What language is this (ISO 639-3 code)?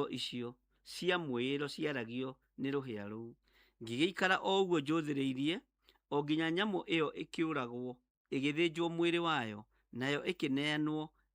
kik